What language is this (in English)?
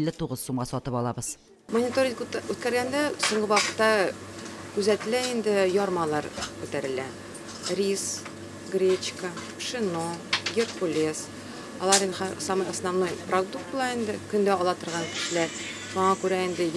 Tatar